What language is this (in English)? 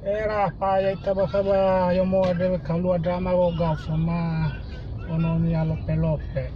Nias